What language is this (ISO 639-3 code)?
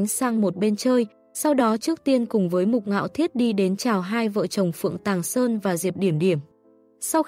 vie